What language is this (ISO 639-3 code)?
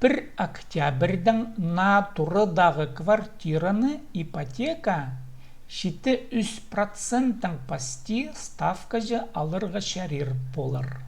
kjh